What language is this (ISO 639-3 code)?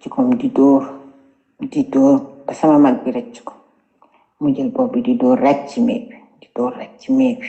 wol